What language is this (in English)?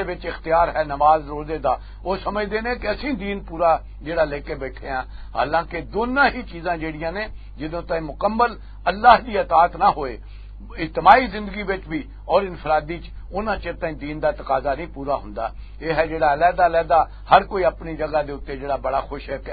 Western Panjabi